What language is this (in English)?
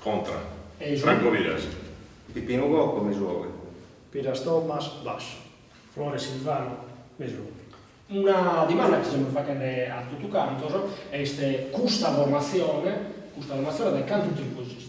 Sardinian